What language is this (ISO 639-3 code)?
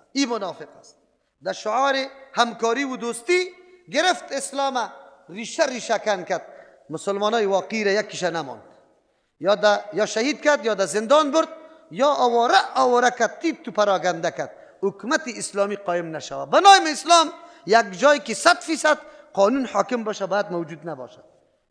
fas